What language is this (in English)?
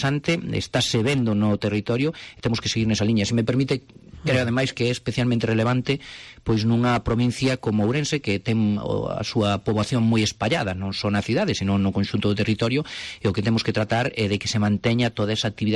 Galician